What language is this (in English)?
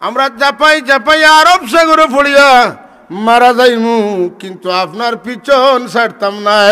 Sylheti